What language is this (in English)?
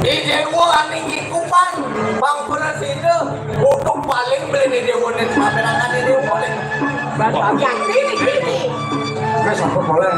Balinese